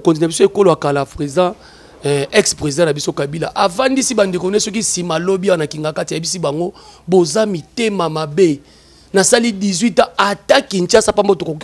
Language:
Lingala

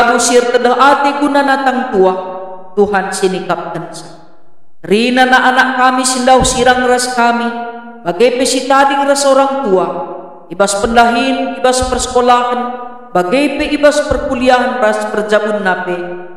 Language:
Batak Karo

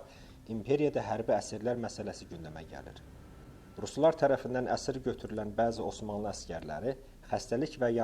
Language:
Azerbaijani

